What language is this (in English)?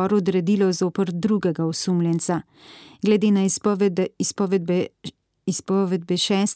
Slovenian